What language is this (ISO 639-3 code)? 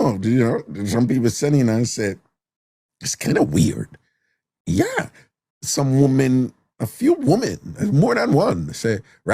jam